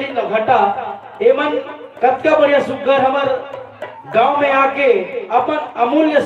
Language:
Chhattisgarhi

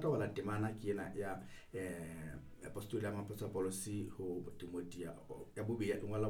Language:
Southern Sotho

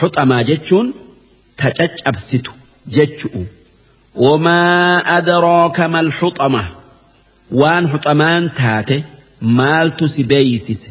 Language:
Oromo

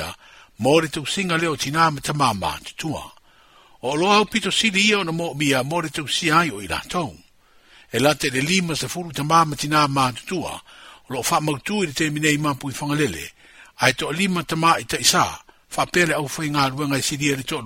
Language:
Samoan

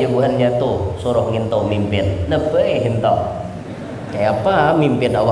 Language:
Banjar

